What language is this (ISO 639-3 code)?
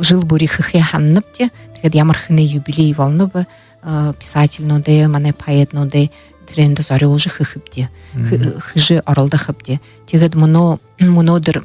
bua